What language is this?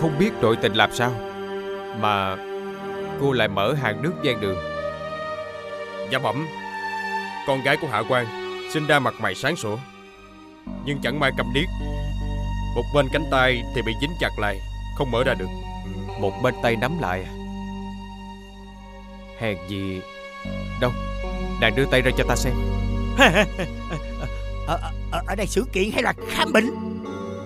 Vietnamese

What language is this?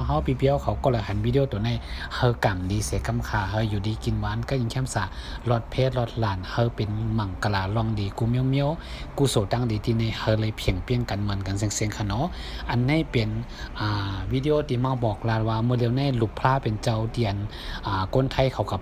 Shan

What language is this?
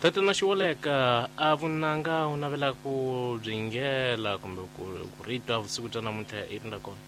Tsonga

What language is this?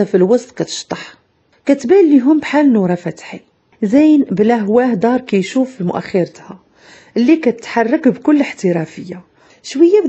Moroccan Arabic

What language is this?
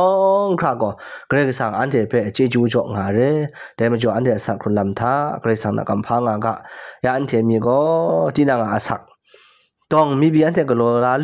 Kachin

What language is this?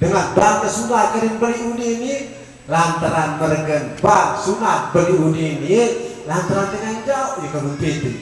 Sasak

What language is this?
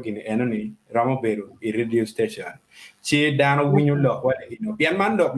Acoli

